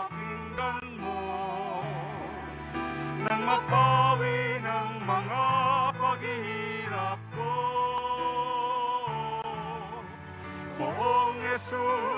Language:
Filipino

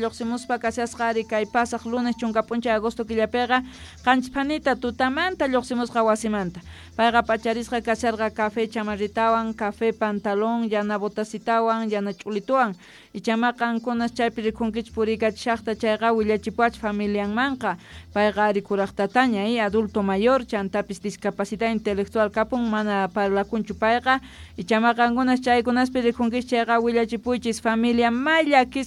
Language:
South Bolivian Quechua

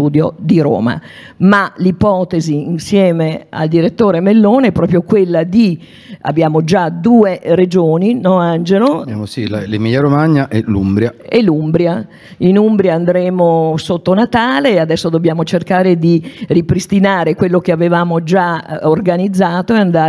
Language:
Italian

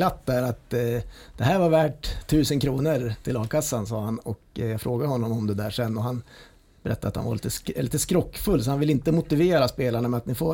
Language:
Swedish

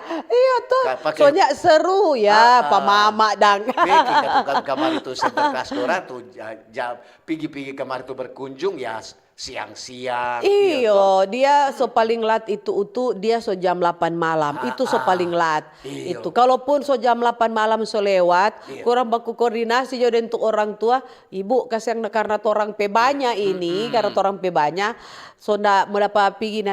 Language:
Manado Malay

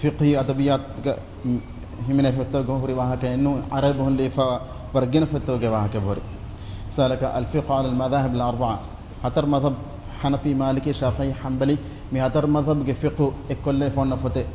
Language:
Divehi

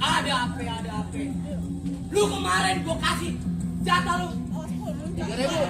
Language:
Betawi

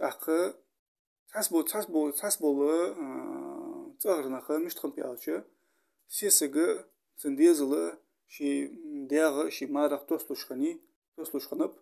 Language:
Ingush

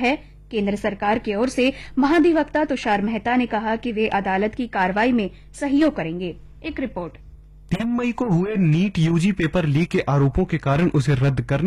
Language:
Hindi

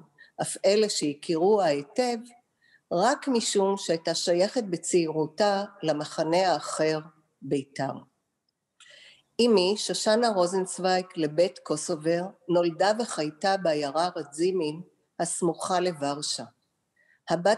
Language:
Hebrew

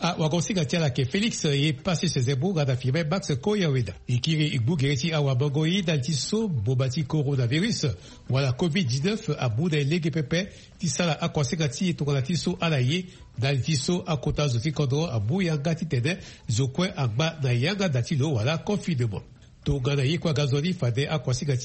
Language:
Sango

